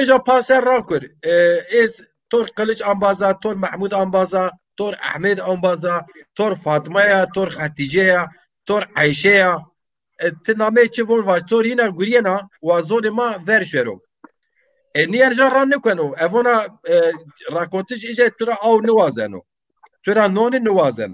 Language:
Zaza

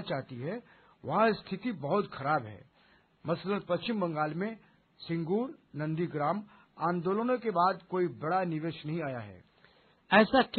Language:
Hindi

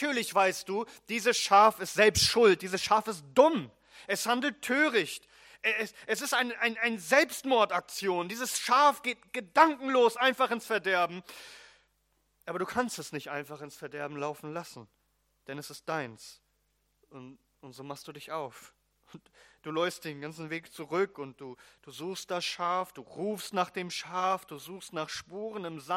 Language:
German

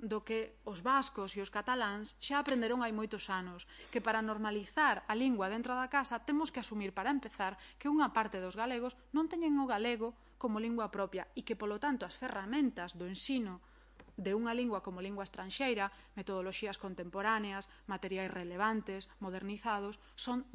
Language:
Galician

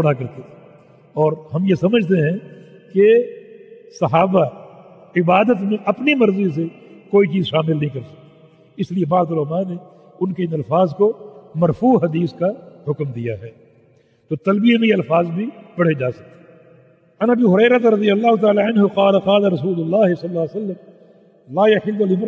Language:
Urdu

